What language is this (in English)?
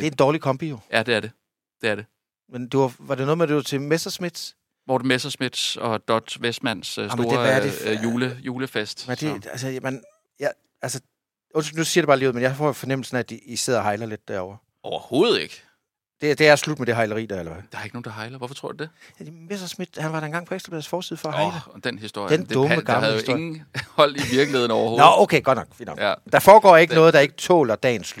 Danish